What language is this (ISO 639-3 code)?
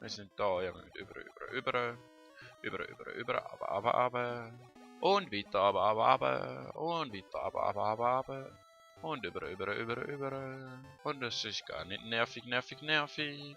gsw